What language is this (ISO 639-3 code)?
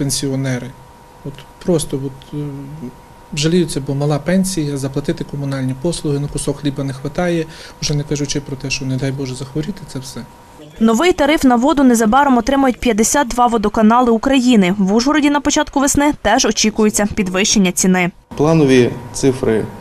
ukr